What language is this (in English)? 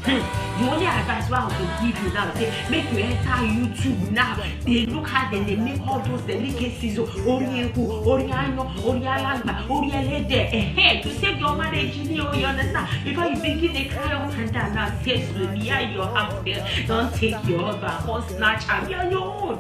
Nigerian Pidgin